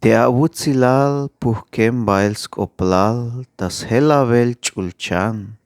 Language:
Tzeltal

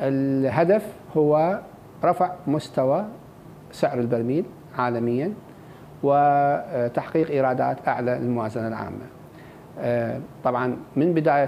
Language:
Mesopotamian Arabic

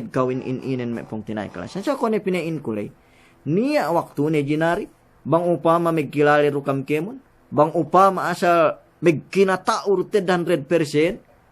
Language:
Yakan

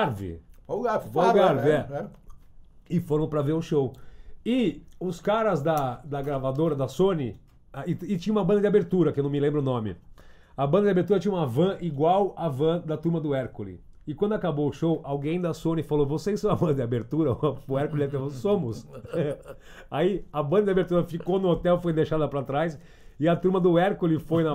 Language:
Portuguese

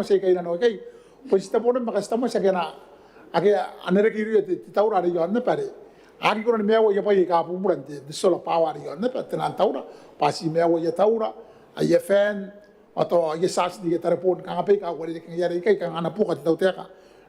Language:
Gilbertese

